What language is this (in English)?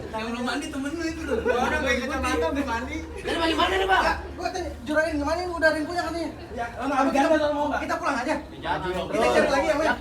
Betawi